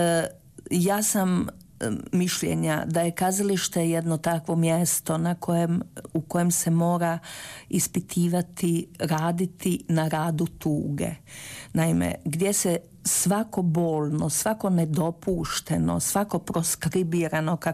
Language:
Croatian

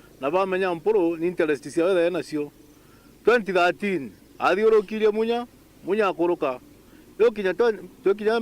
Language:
Meru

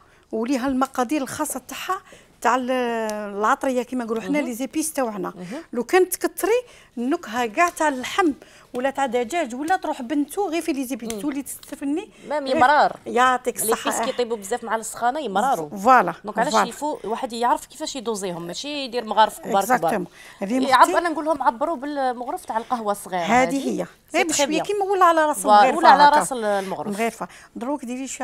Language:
Algerian Arabic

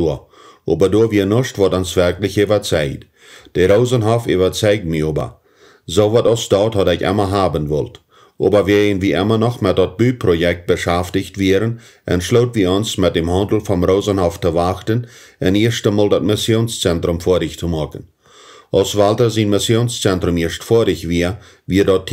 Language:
Plautdietsch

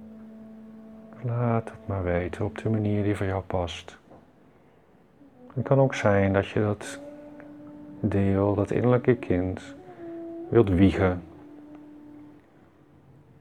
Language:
Dutch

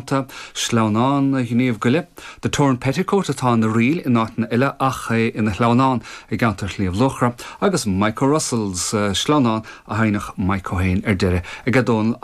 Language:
Irish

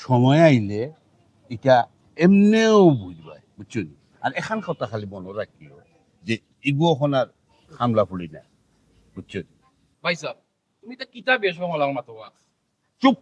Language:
Sylheti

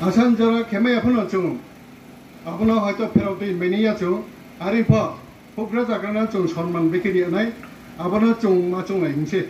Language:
Riang (India)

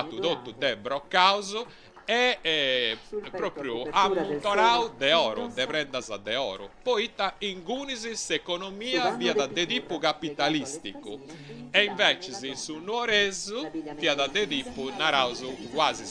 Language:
Sardinian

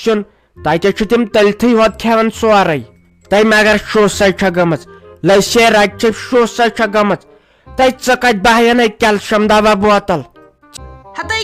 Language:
Kashmiri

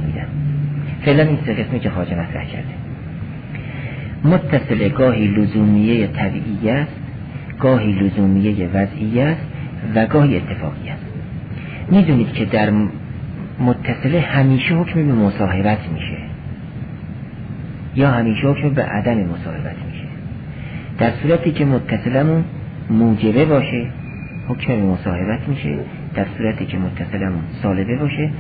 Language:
Persian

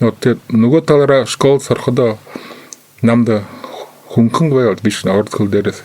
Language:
Buriat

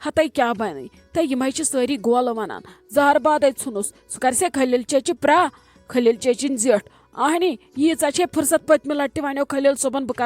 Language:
Kashmiri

